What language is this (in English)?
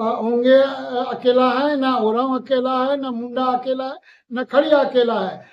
Sadri